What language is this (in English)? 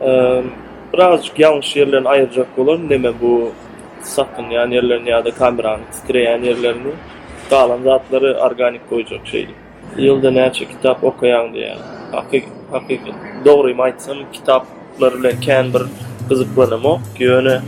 Turkmen